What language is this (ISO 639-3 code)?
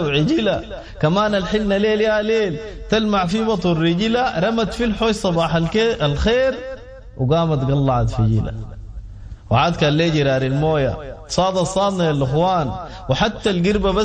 apd